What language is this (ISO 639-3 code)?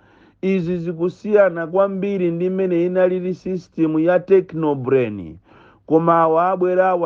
nya